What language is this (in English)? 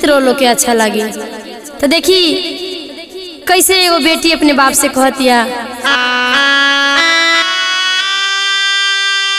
Bhojpuri